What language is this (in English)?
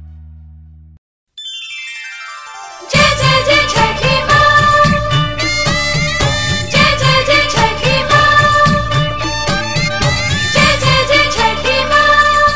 Bhojpuri